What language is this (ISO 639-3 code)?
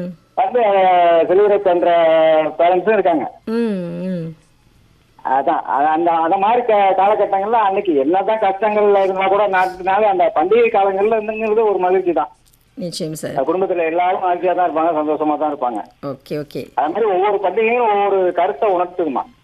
tam